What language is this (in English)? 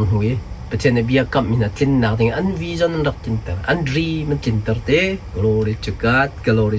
Hakha Chin